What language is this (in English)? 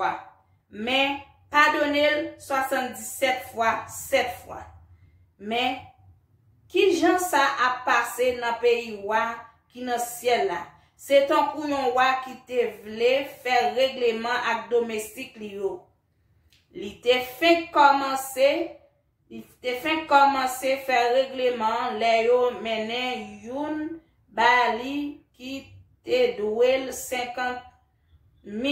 Haitian Creole